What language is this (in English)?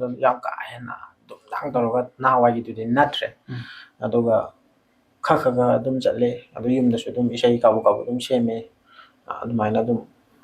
Manipuri